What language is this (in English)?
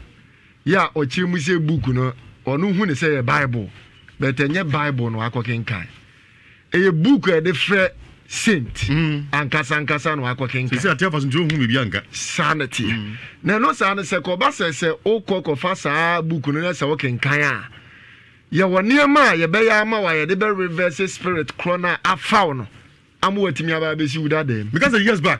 Akan